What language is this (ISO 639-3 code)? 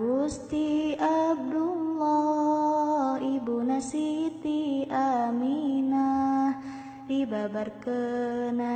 sun